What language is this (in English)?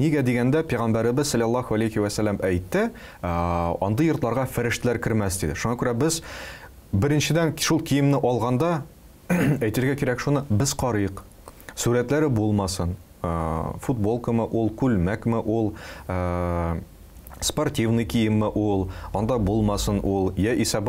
Tatar